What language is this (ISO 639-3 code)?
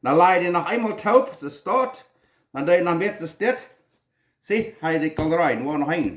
pdt